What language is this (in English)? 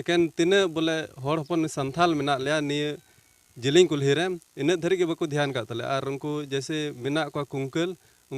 Santali